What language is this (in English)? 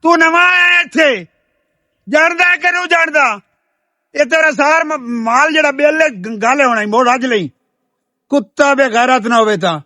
Western Panjabi